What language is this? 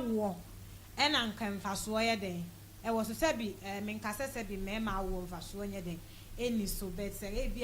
Akan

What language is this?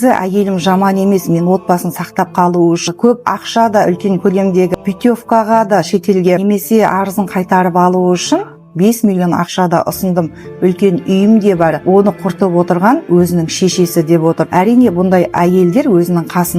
Kazakh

